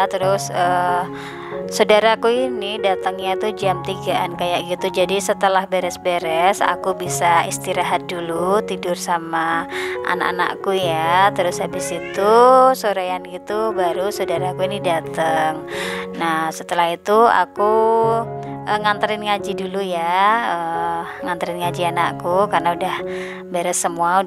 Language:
Indonesian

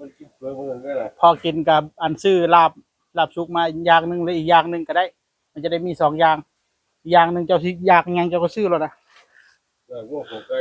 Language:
Northeastern Thai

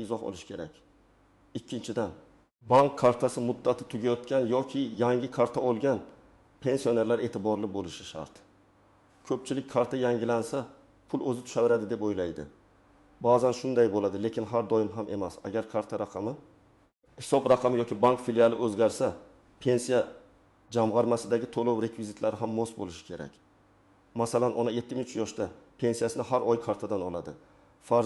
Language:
Uzbek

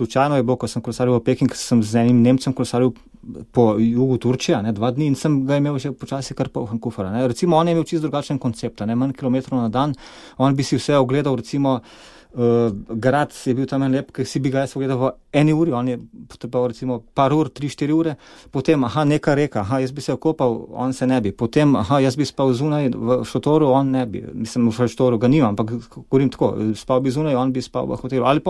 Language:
Slovenian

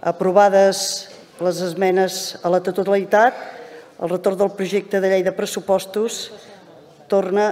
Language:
Catalan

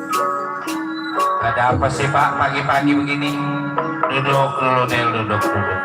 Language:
Betawi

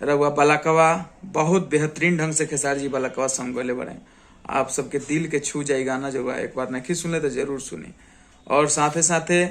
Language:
Bhojpuri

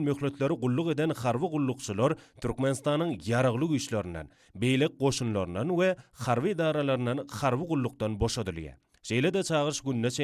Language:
Turkmen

